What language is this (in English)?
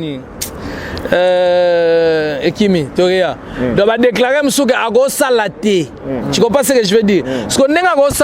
Lingala